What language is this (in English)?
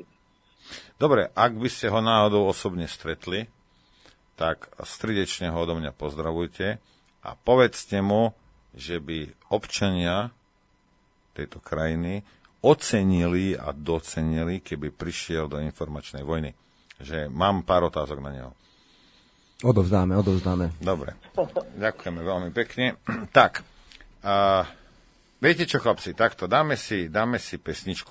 Slovak